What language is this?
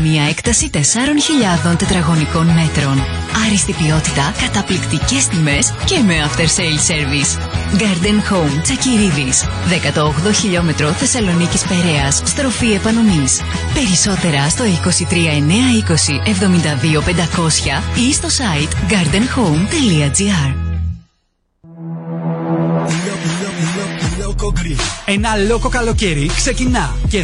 Greek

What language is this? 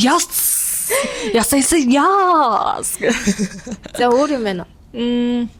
Mongolian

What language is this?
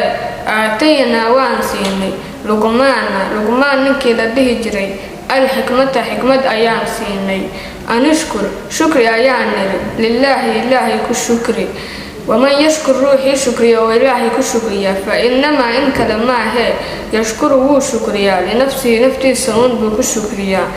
Somali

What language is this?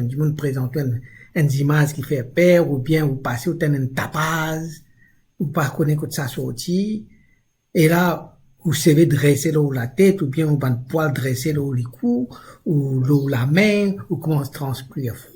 Morisyen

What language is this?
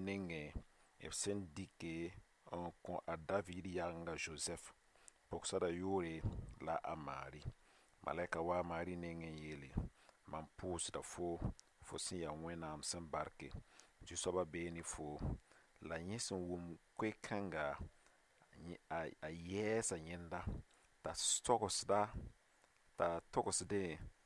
Mossi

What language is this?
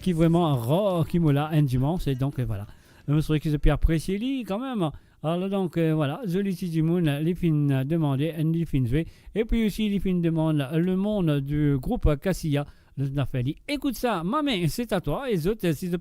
Morisyen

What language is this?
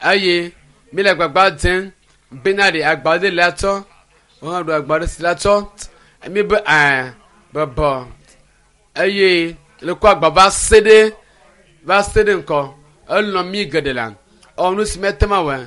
Ewe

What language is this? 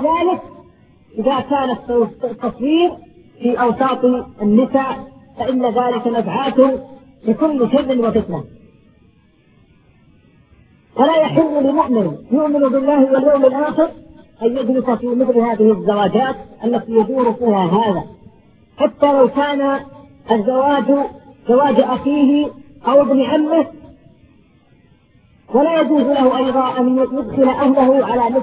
Arabic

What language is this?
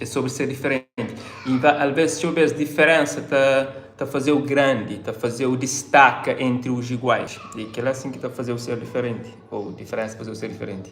Kabuverdianu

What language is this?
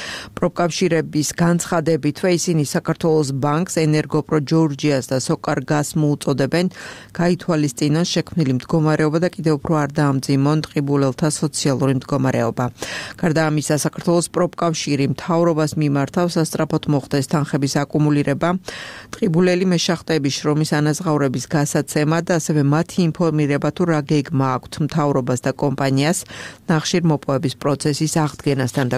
Georgian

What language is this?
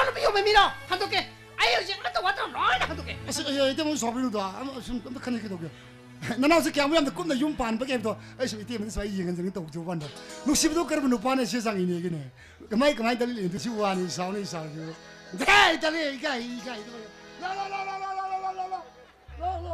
Korean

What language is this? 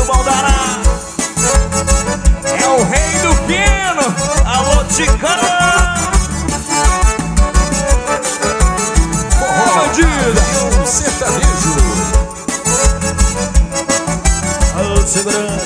Portuguese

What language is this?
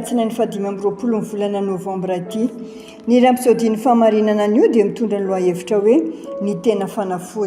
Malagasy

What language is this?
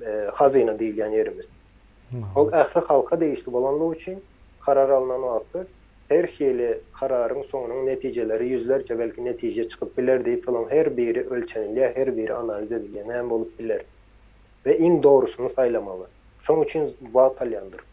Turkmen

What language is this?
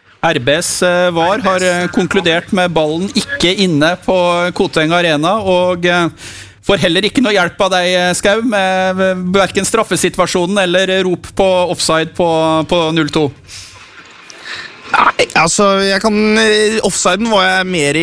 Norwegian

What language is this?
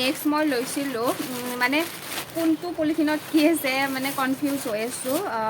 Assamese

